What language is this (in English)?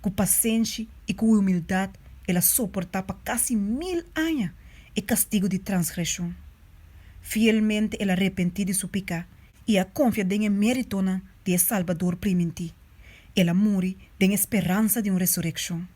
Papiamento